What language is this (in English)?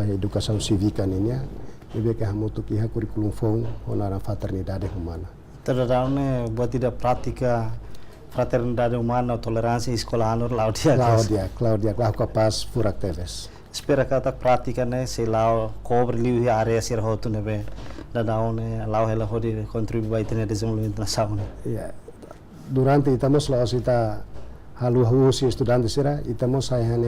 Tetum